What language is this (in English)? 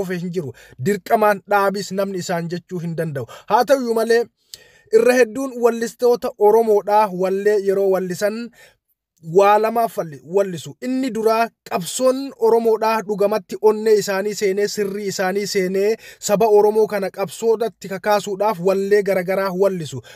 Oromo